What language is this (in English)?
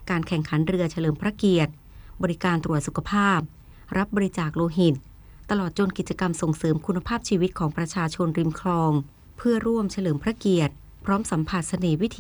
Thai